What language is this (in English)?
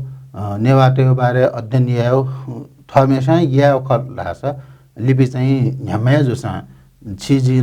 Newari